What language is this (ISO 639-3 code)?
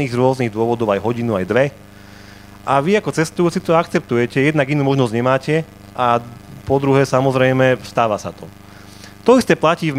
slk